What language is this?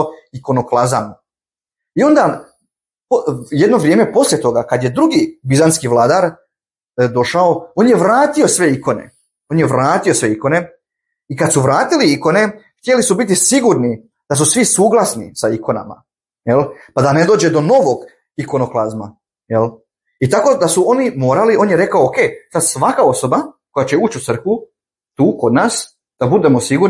Bosnian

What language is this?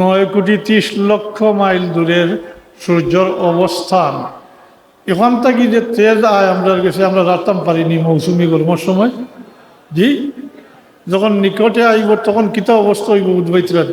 Sylheti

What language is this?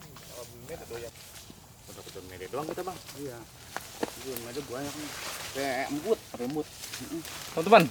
Betawi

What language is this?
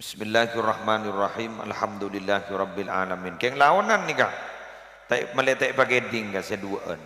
Madurese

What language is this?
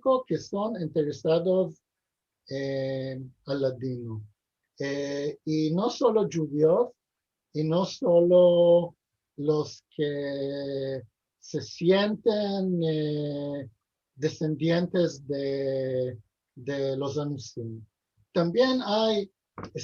Ladino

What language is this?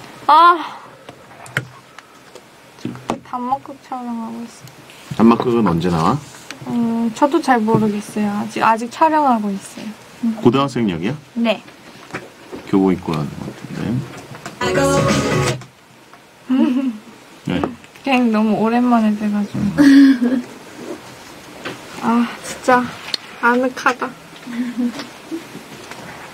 Korean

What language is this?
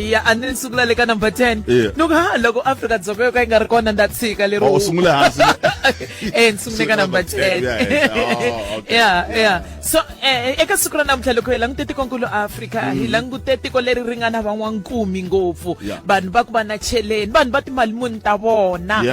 Tsonga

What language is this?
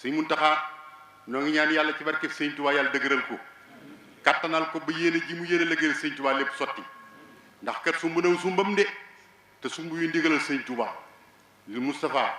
Wolof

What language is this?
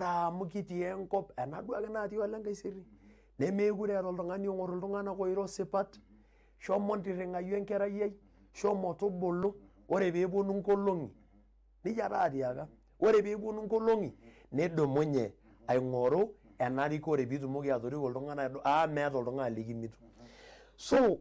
Masai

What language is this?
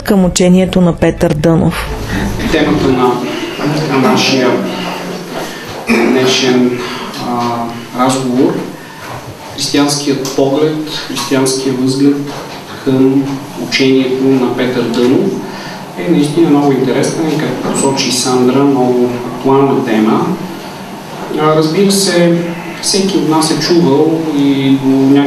Bulgarian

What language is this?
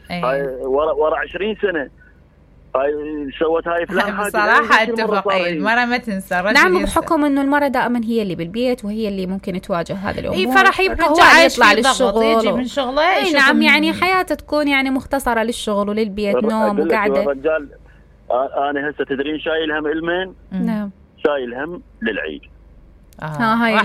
Mesopotamian Arabic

